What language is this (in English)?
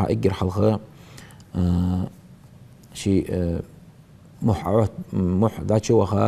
Ingush